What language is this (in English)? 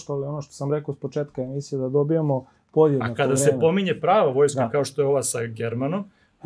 Serbian